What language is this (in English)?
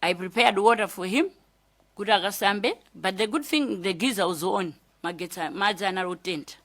Nyanja